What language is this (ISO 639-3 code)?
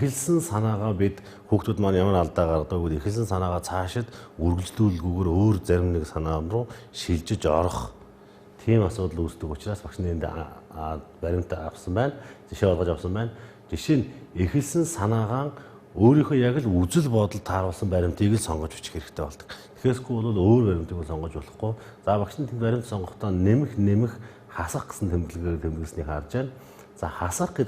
mon